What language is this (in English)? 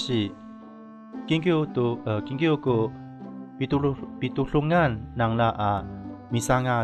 Amis